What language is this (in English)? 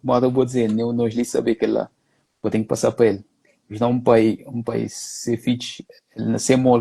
Kabuverdianu